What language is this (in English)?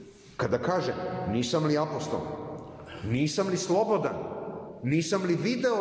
Serbian